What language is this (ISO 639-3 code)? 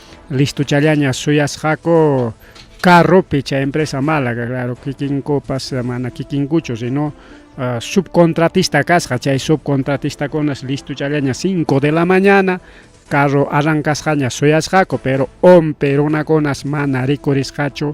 quy